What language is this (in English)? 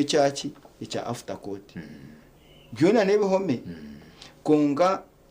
Nyankole